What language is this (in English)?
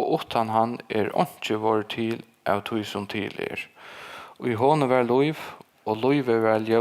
Faroese